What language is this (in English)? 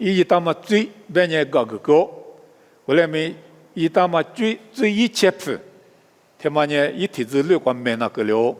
Lisu